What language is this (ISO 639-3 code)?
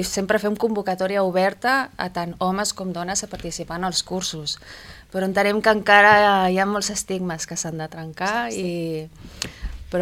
cat